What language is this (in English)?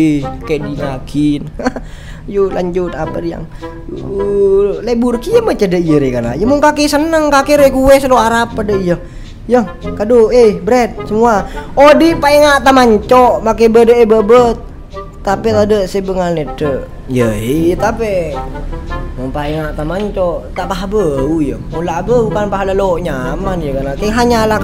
Madurese